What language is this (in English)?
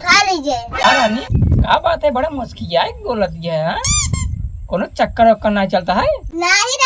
Awadhi